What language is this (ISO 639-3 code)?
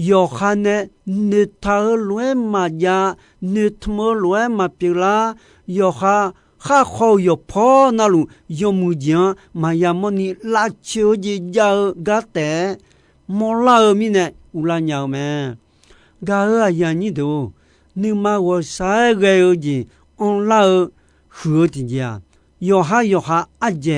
ahk